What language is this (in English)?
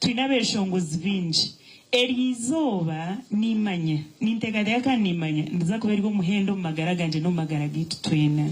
Nyankole